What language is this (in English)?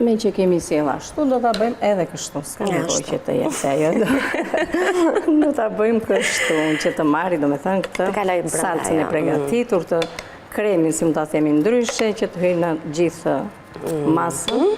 Albanian